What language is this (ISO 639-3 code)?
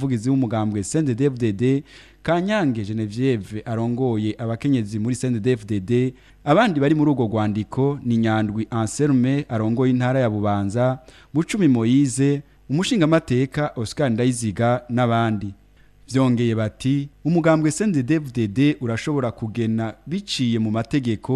run